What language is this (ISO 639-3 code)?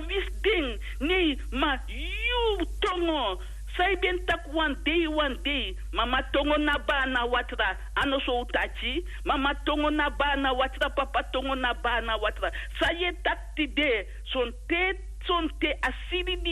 srn